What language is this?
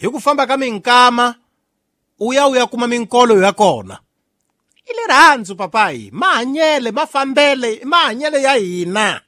Tsonga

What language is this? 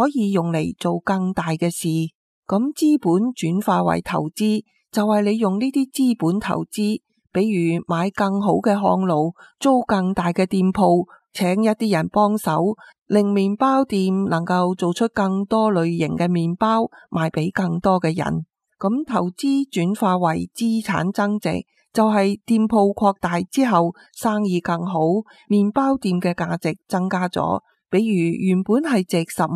Cantonese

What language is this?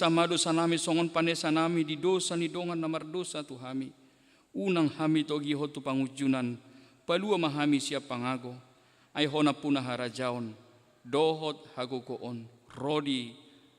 Batak Toba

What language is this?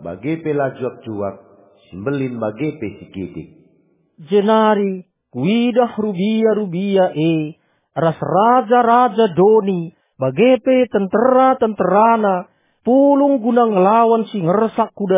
Batak Karo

